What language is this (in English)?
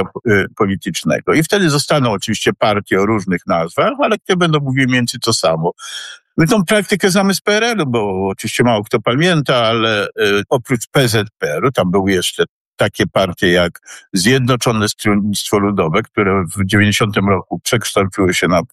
Polish